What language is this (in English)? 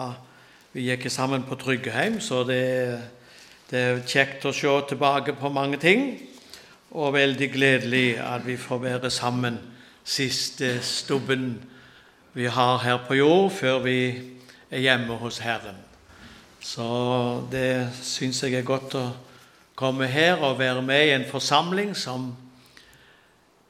Norwegian